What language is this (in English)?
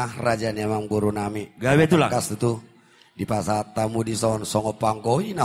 Batak Toba